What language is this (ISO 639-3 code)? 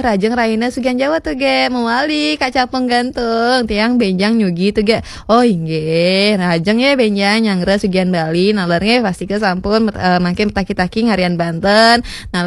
ban